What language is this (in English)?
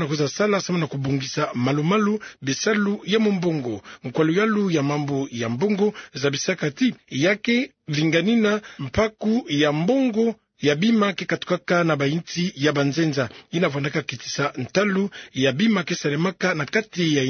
Kituba (Democratic Republic of Congo)